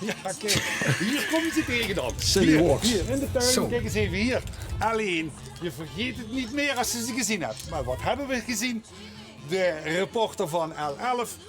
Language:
Limburgish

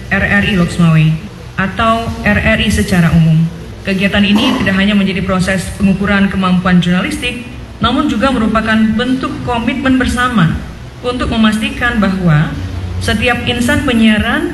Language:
Indonesian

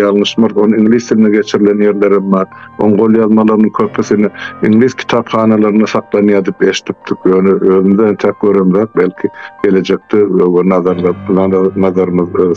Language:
Turkmen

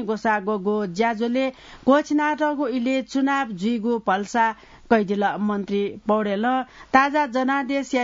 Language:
Newari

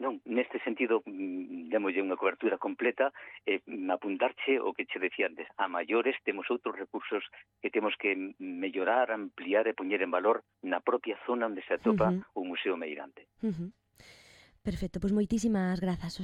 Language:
Galician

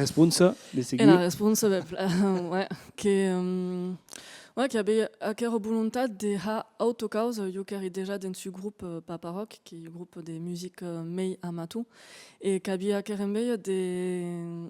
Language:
Occitan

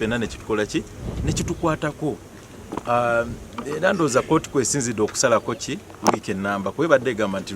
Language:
Ganda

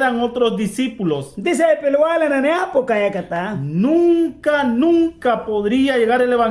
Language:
Mískito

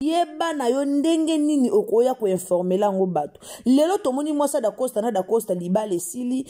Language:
Lingala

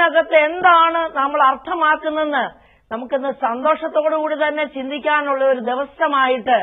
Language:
Malayalam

